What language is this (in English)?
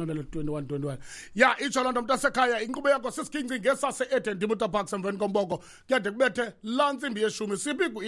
Xhosa